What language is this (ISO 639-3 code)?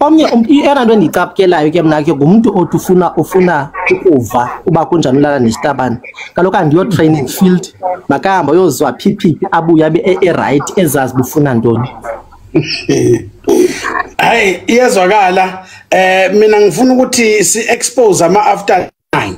zul